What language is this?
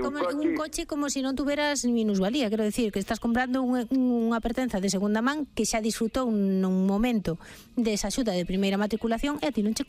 Galician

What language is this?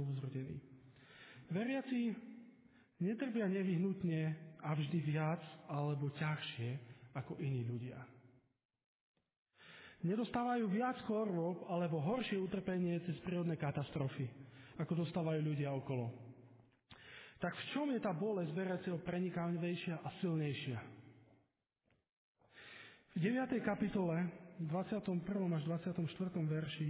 Slovak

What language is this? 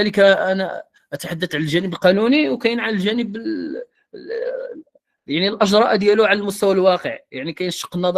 Moroccan Arabic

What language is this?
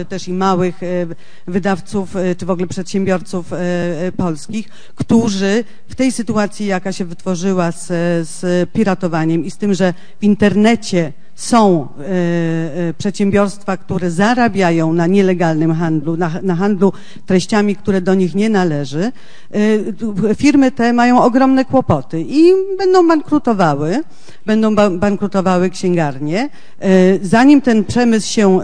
Polish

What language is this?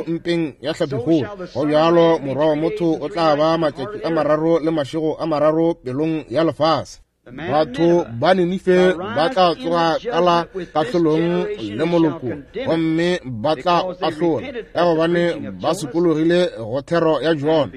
Northern Sotho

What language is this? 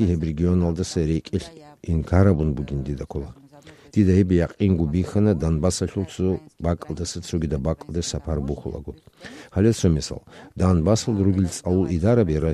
Avaric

